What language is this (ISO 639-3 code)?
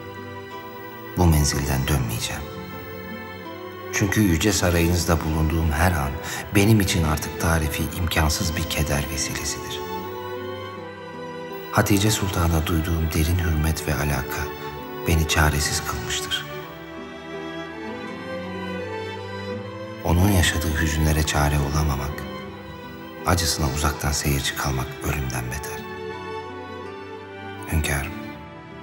tur